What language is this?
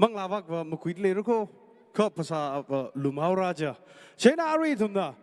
Tangkhul Naga (India)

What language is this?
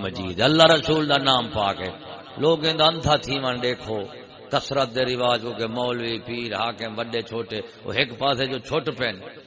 Saraiki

